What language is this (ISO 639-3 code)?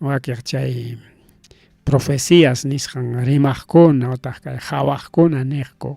quy